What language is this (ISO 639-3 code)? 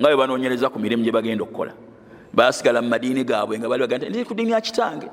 lug